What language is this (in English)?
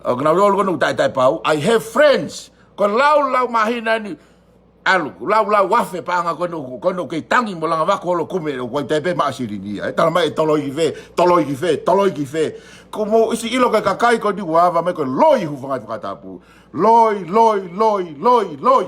Tongan